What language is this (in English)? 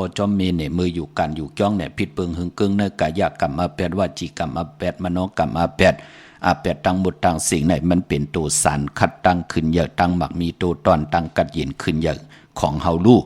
Shan